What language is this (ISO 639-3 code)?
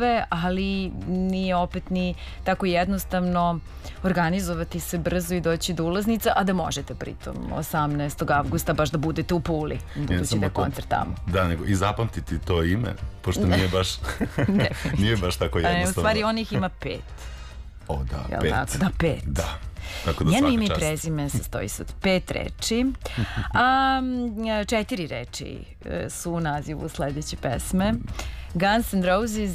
srp